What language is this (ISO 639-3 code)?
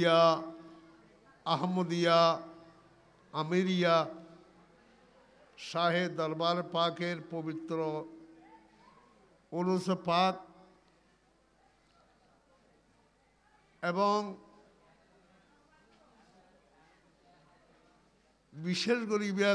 ben